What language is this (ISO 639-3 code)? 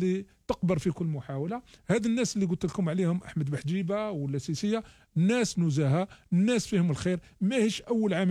arq